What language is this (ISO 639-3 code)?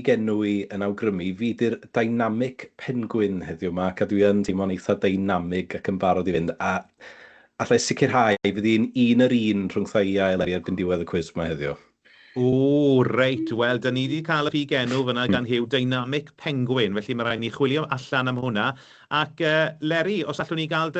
cym